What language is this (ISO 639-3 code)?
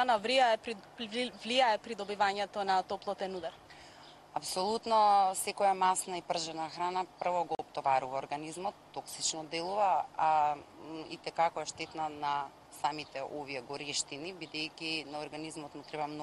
mkd